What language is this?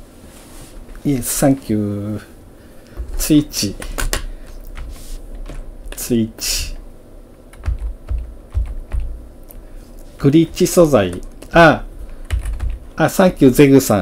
Japanese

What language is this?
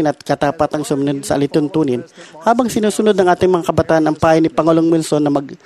Filipino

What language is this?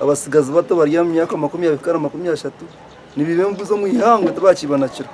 Nyankole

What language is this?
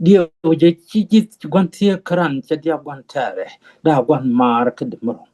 Nuer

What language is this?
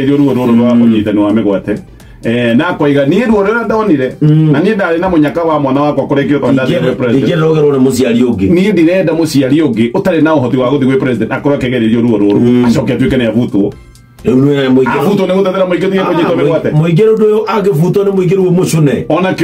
Kikuyu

